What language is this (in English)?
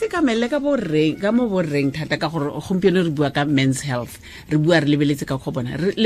Tswana